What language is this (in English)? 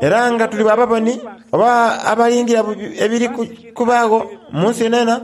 Soga